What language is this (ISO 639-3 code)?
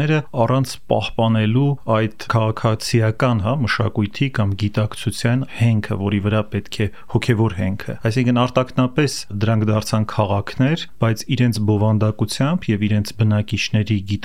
hye